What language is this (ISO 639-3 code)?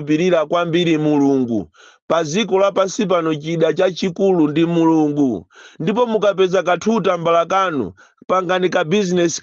nya